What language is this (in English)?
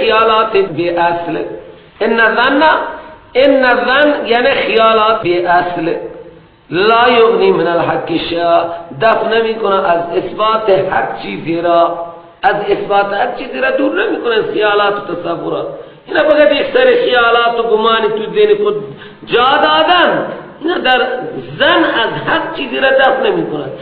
Persian